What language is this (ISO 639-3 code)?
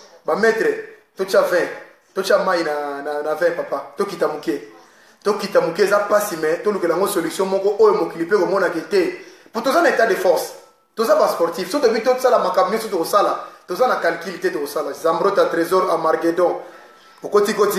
lin